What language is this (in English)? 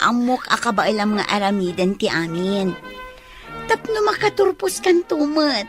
Iloko